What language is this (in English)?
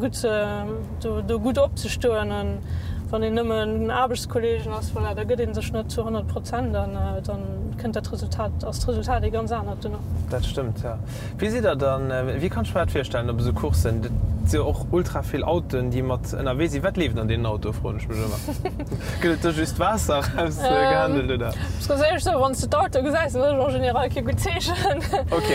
Luxembourgish